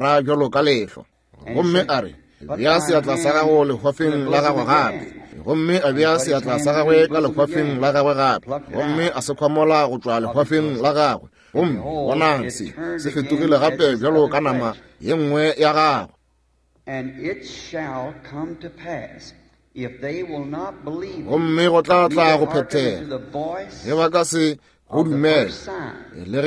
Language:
Northern Sotho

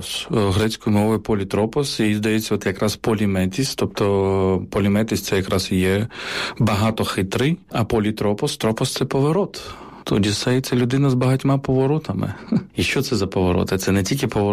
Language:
Ukrainian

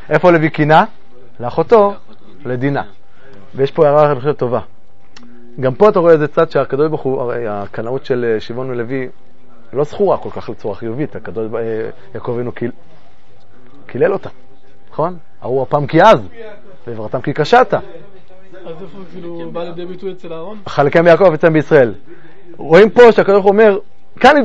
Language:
Hebrew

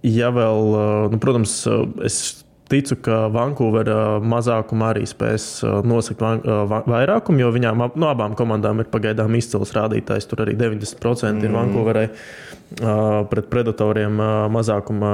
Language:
Latvian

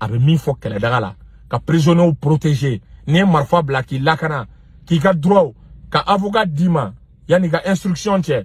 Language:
Bambara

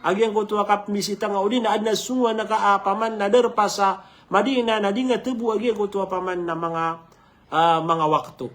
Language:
Maranao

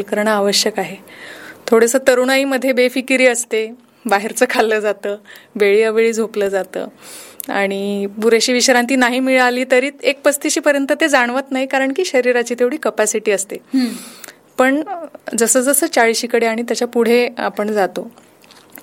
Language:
Marathi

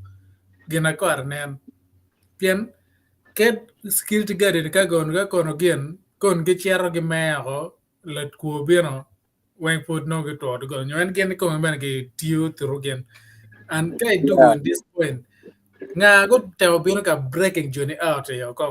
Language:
Acoli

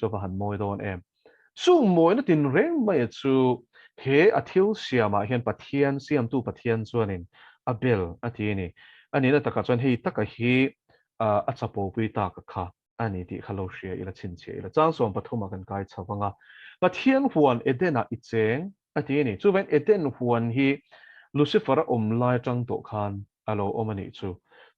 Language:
Mizo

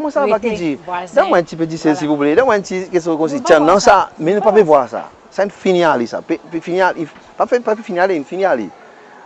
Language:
Seselwa Creole French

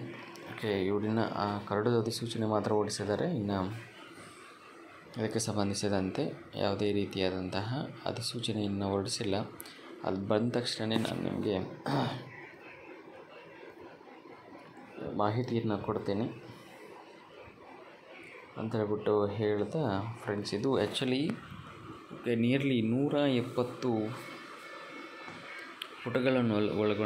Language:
Kannada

